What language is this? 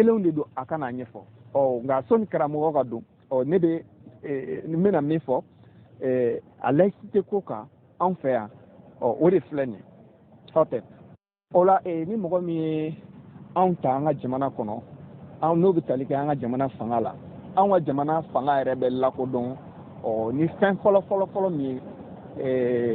Bambara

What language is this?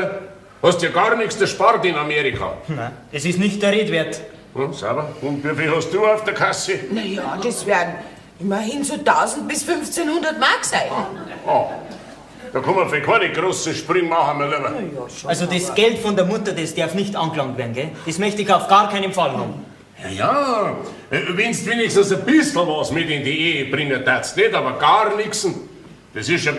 Bavarian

